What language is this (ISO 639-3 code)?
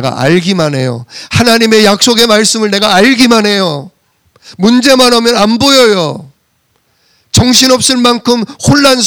kor